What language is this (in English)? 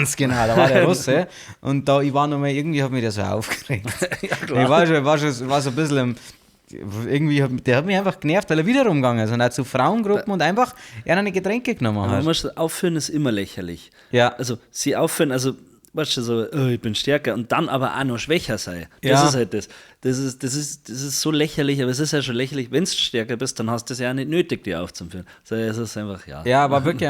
Bavarian